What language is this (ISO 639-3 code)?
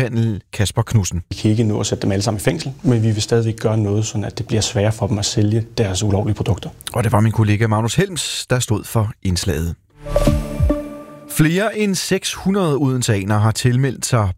dan